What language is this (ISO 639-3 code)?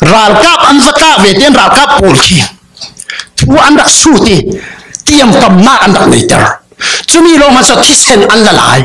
cfm